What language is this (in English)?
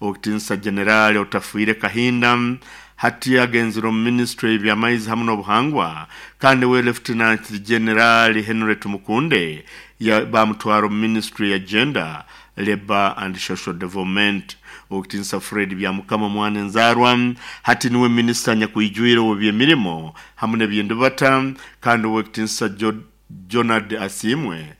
Nyoro